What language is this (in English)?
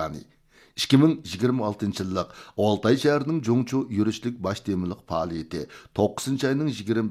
Uyghur